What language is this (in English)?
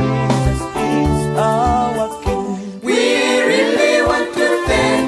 Swahili